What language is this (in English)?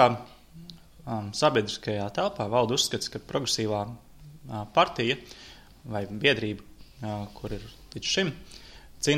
Latvian